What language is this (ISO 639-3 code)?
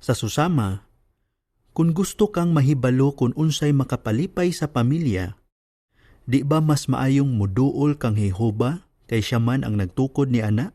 ceb